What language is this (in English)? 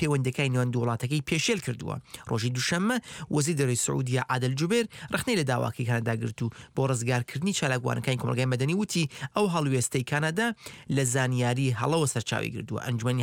Central Kurdish